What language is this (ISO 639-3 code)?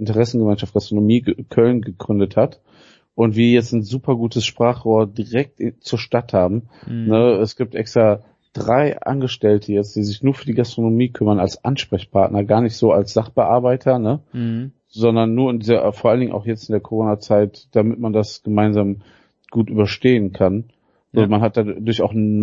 deu